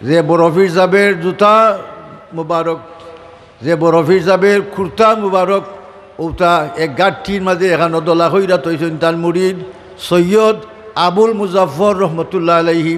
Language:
Sylheti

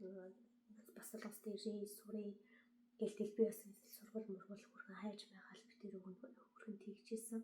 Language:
Mongolian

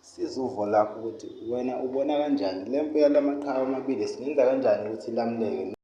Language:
Zulu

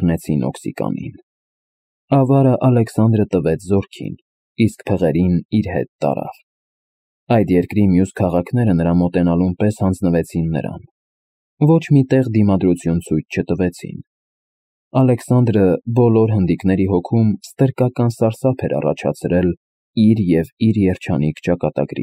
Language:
Armenian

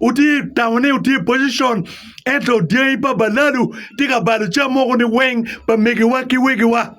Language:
Acoli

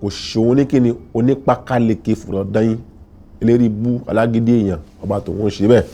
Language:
Yoruba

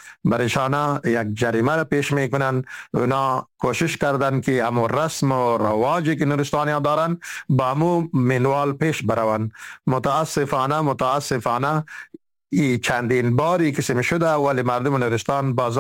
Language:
Persian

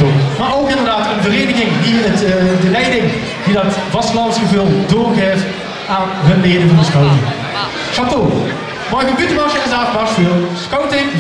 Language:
Limburgish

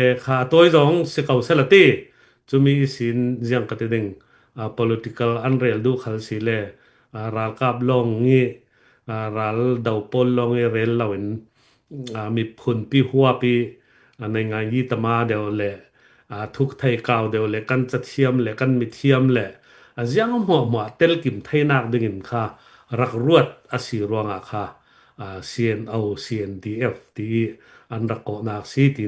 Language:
Falam Chin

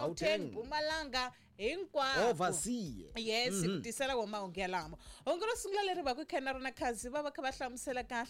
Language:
Tsonga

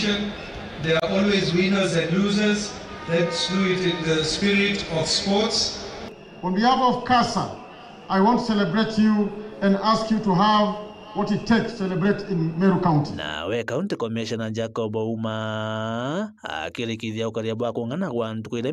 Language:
Meru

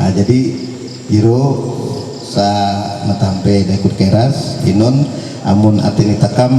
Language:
Ma'anyan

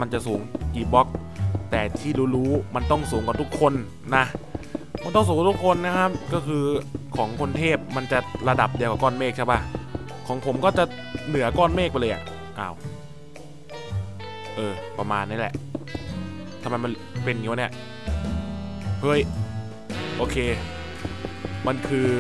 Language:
Thai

